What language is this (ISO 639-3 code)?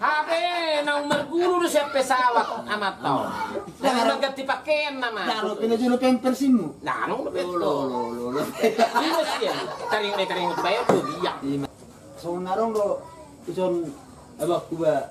bbc